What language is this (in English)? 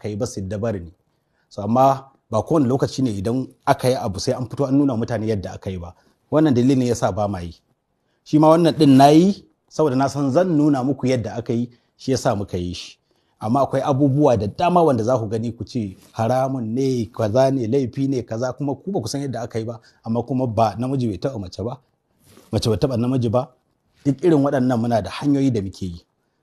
Hausa